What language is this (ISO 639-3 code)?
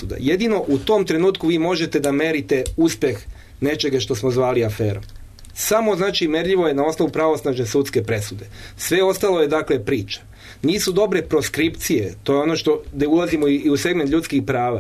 srp